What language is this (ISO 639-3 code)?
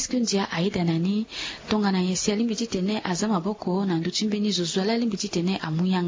sag